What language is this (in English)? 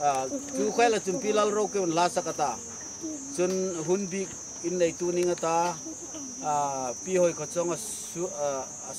Hmar